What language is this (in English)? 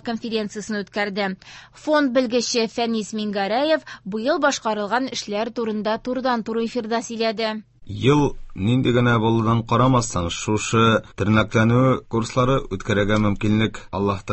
Tatar